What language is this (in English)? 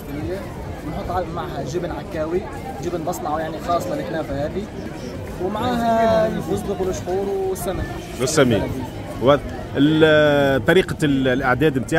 Tunisian Arabic